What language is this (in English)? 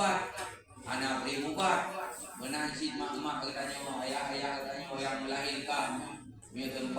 Achinese